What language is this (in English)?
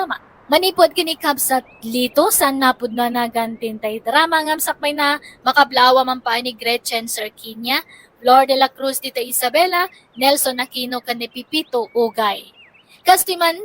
Iloko